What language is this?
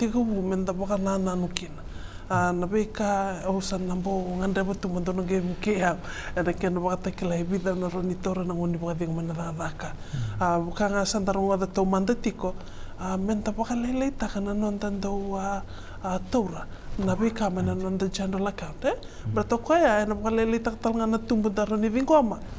Fijian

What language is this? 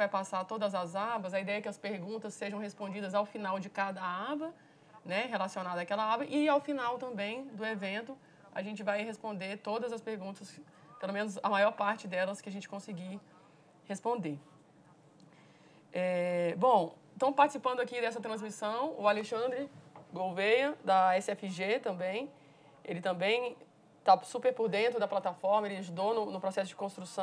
Portuguese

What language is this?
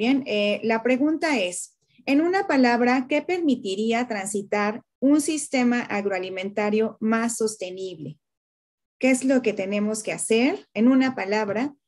Spanish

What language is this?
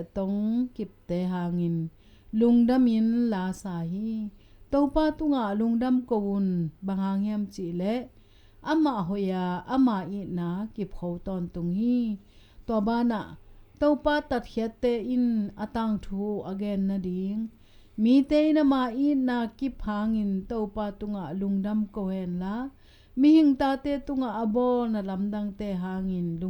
Tedim Chin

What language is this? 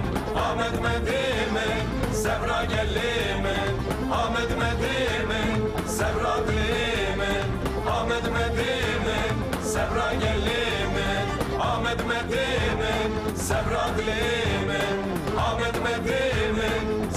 Kurdish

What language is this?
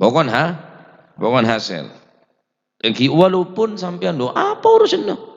Madurese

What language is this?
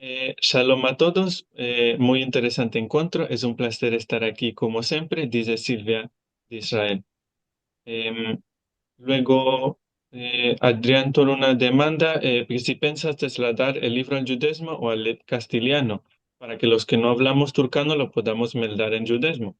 Ladino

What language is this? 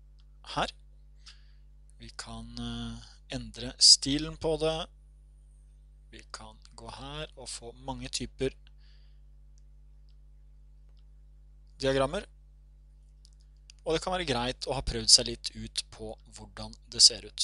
Norwegian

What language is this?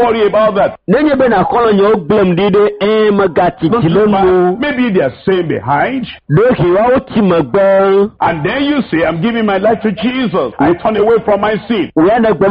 Ewe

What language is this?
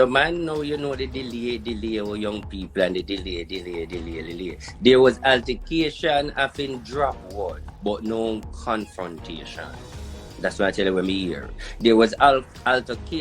Jamaican Creole English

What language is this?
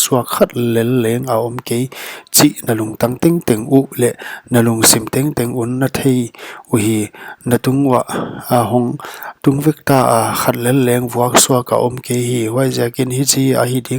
Paite Chin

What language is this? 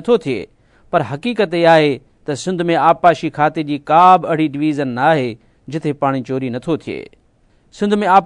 Sindhi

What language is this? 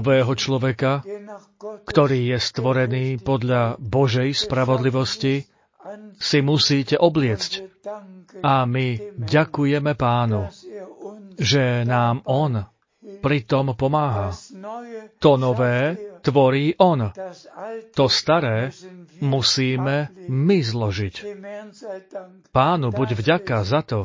Slovak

